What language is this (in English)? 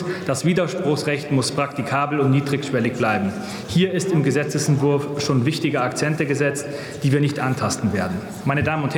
German